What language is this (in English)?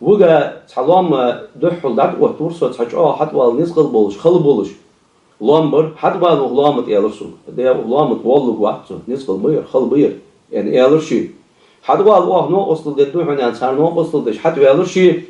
Ingush